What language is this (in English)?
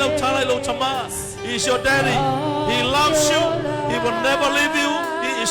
Samoan